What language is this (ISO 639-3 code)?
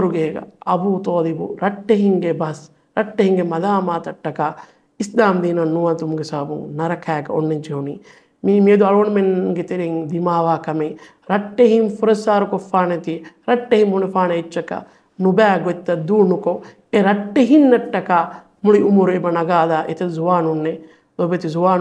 div